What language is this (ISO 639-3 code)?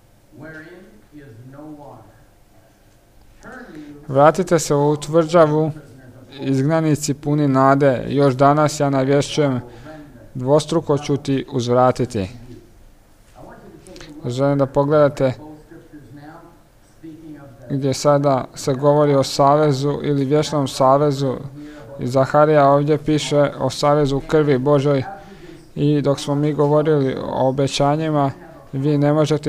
hrv